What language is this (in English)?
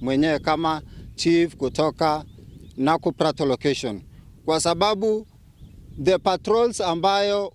Meru